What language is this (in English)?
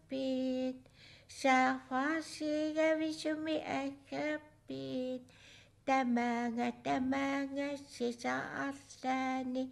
Kalaallisut